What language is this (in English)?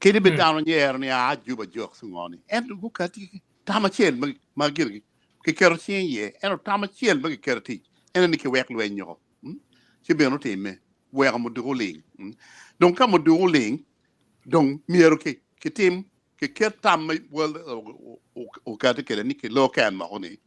Acoli